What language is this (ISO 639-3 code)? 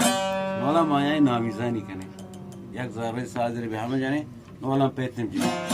bgp